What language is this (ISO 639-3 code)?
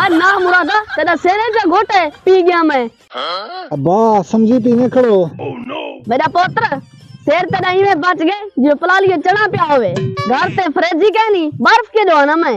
skr